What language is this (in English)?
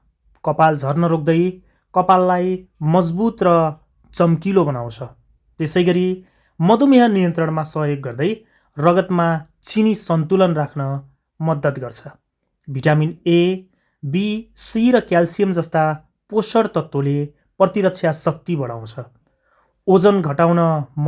Nepali